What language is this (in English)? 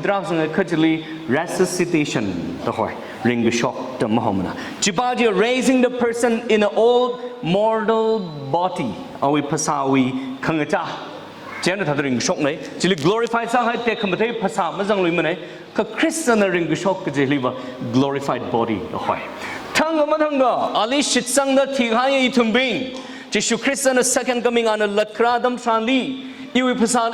Tangkhul Naga (India)